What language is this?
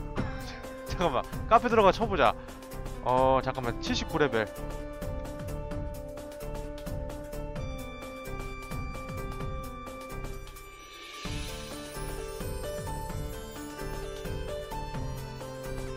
Korean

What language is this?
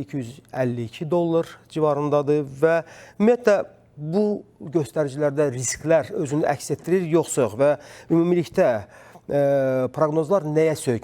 Azerbaijani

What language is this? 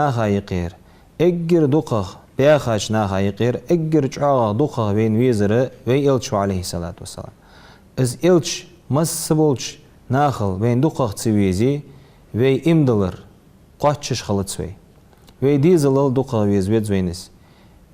Ingush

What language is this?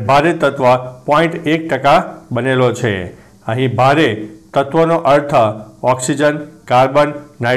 Gujarati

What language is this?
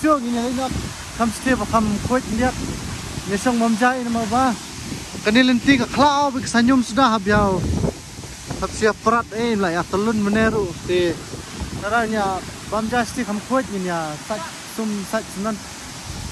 Khasi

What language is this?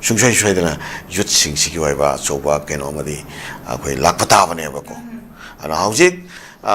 Manipuri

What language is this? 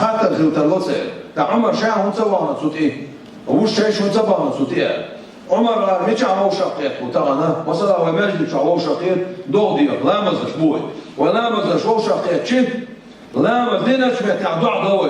Chechen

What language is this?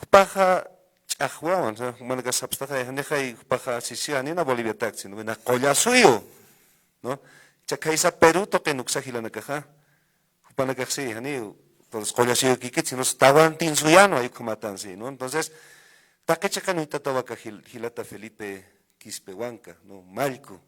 Aymara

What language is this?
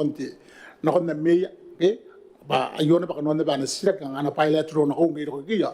Gilbertese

